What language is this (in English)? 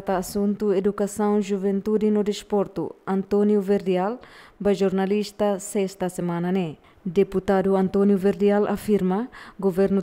Tetum